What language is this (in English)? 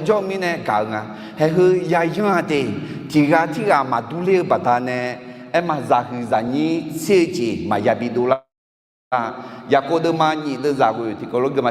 Akha